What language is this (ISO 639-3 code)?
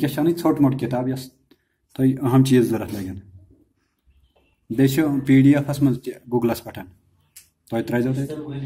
kas